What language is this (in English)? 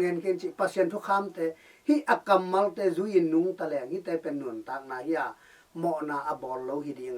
Tedim Chin